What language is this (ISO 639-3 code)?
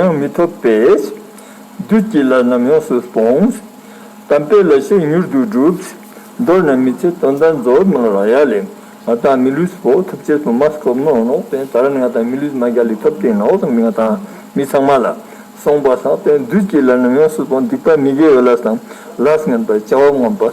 lbj